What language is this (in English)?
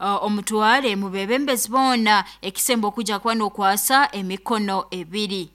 Nyankole